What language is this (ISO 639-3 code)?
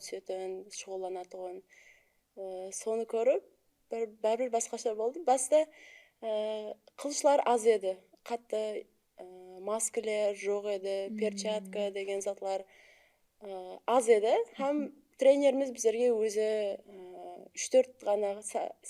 kaa